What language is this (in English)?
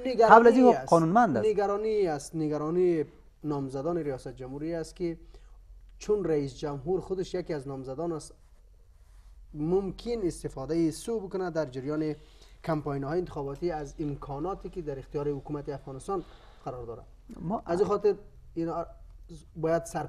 Persian